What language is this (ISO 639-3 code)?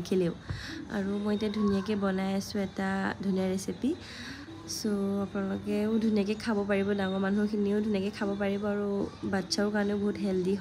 asm